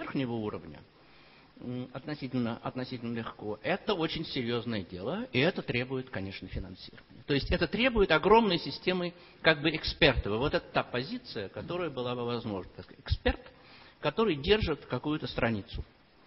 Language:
Russian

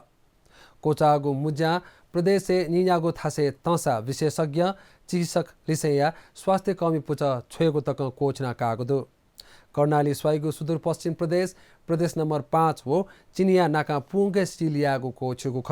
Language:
Newari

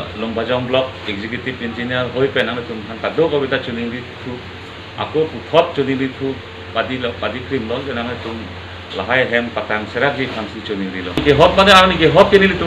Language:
Karbi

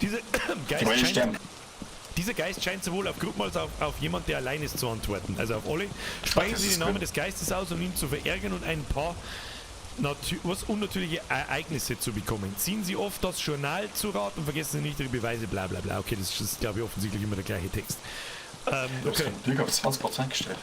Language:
Bavarian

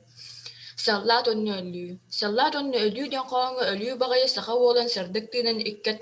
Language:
Yakut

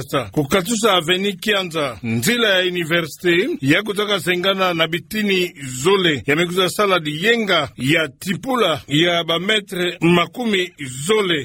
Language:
Kituba (Democratic Republic of Congo)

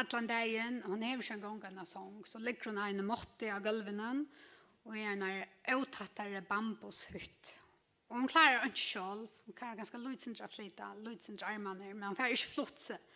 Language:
Faroese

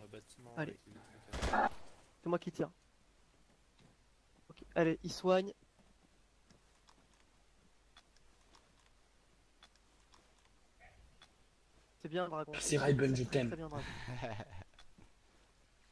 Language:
French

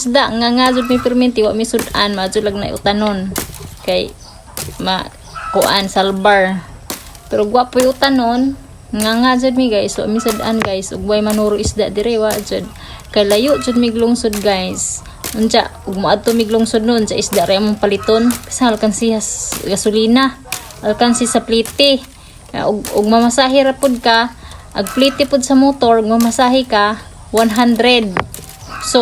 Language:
Cebuano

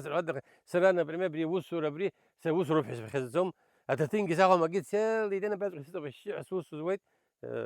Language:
Abkhazian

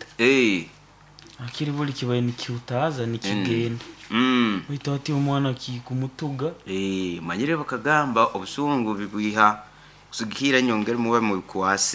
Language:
Nyoro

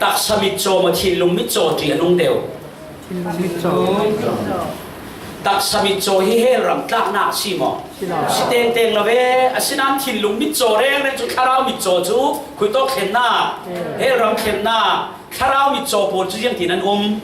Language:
Falam Chin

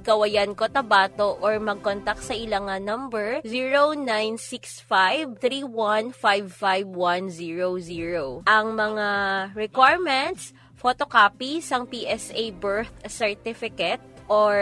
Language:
Hiligaynon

